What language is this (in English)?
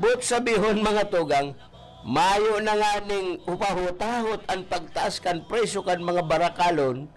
Bikol